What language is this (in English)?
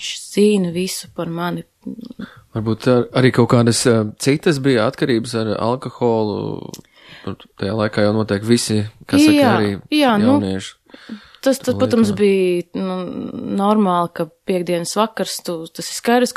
Latvian